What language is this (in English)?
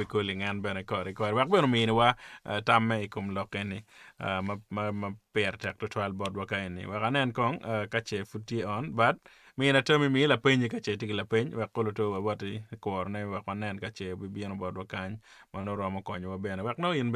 Acoli